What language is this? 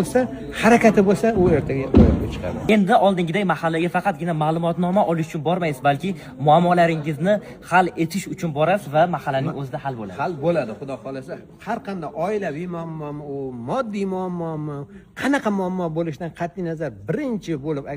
Uzbek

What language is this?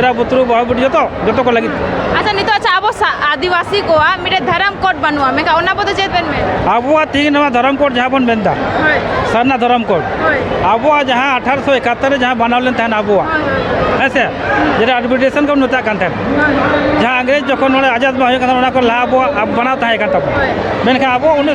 Santali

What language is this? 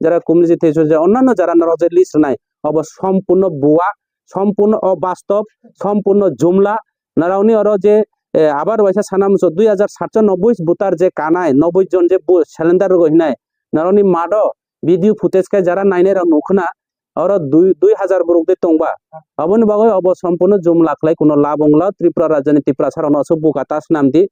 Kok Borok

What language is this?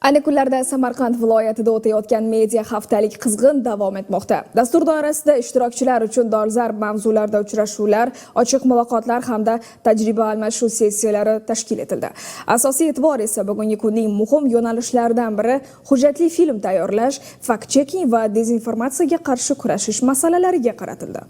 Uzbek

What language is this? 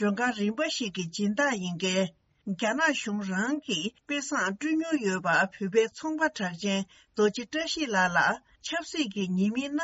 Tibetan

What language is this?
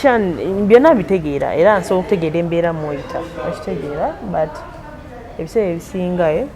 Ganda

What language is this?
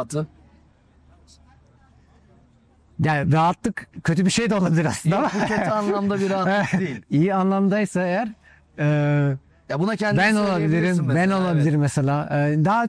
Turkish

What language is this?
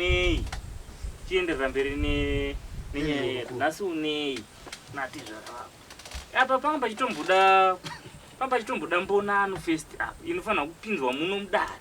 Shona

